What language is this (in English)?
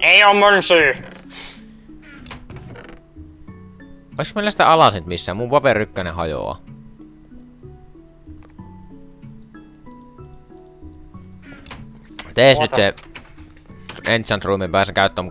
Finnish